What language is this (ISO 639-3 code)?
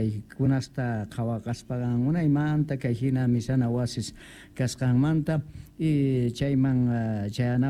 quh